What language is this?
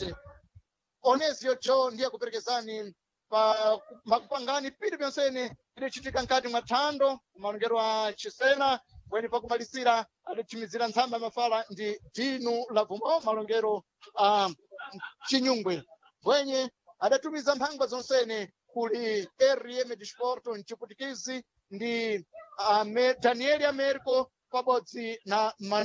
Sena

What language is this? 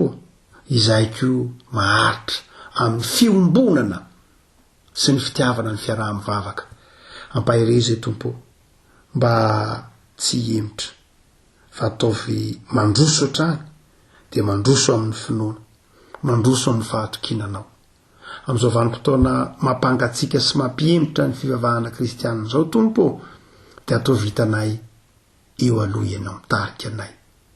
Malagasy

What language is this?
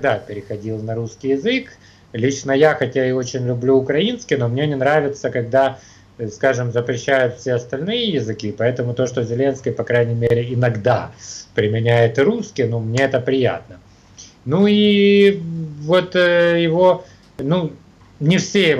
Russian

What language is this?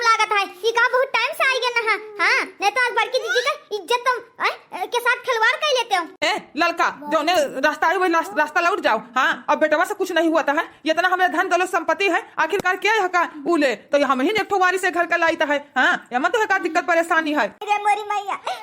Awadhi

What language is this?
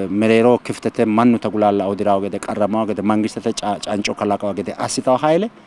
Sidamo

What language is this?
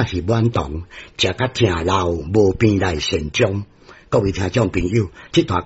Min Nan Chinese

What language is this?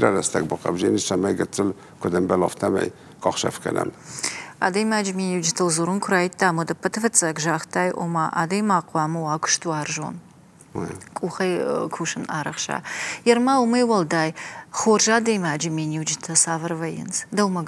Ossetic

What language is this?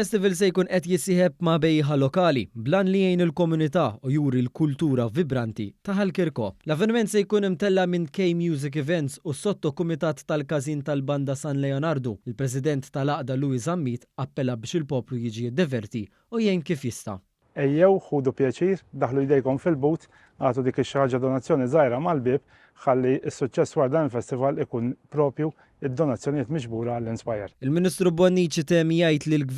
Maltese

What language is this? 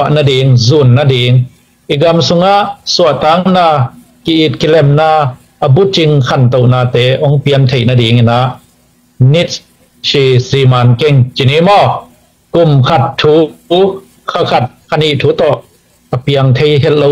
Tedim Chin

